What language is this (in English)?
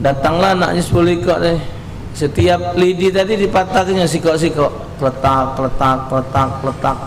Musi